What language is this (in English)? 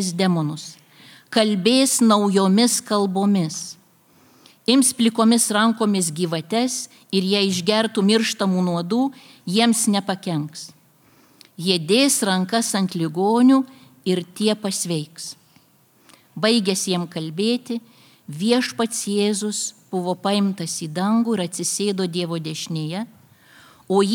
Lithuanian